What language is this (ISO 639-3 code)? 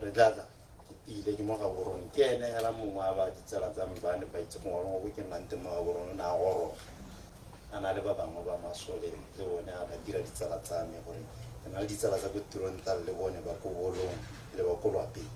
tsn